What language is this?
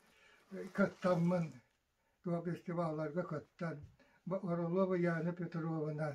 Yakut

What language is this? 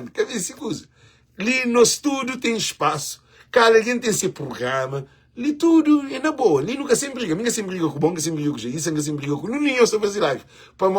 Kabuverdianu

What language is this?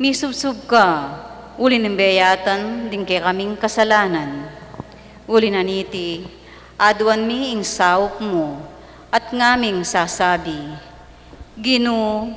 Pampanga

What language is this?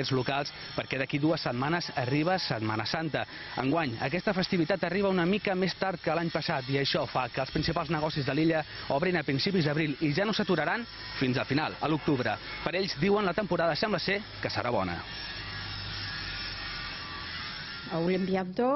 Catalan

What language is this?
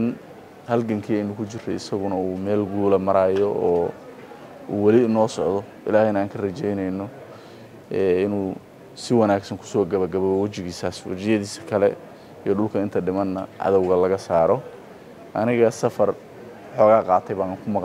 Somali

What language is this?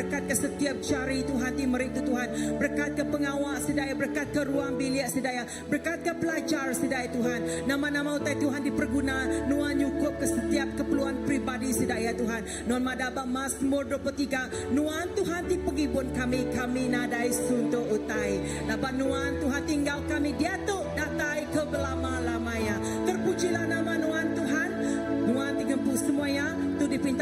Iban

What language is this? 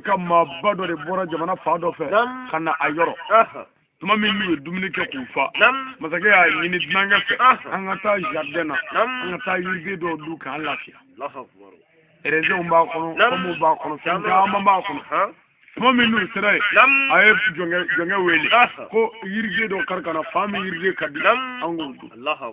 Bambara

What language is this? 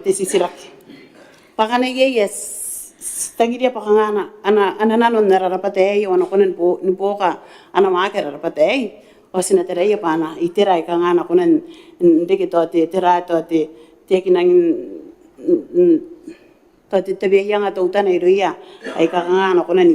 Gilbertese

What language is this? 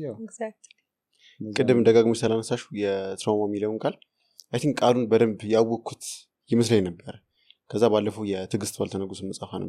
Amharic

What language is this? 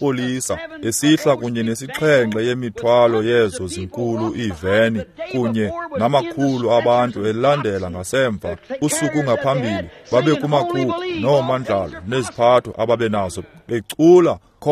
Xhosa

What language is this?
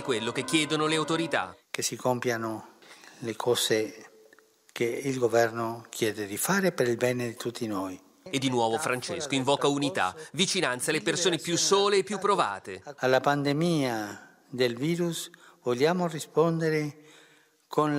Italian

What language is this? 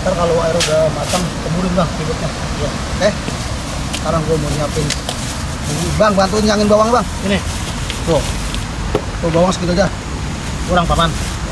Betawi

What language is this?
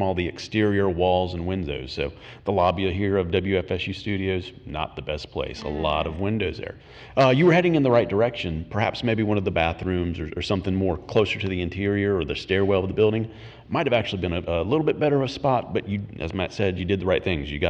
English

